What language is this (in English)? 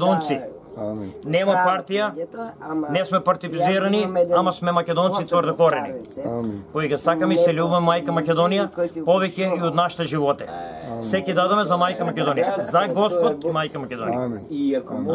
Macedonian